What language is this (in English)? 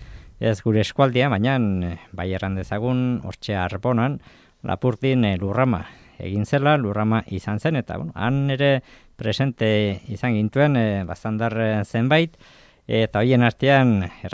Basque